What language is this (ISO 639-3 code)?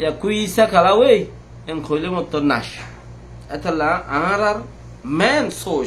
rhg